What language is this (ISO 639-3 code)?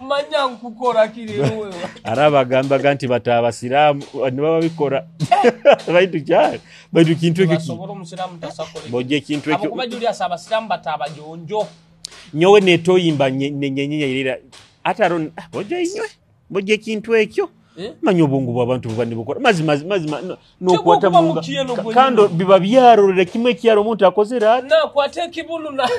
nyo